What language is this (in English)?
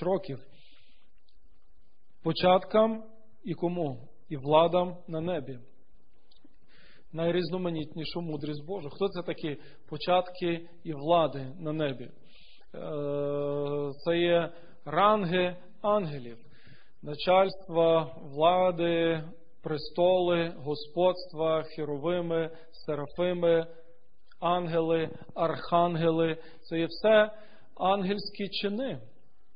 Ukrainian